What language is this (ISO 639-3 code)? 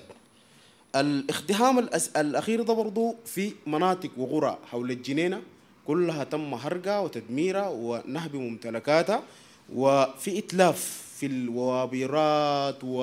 apd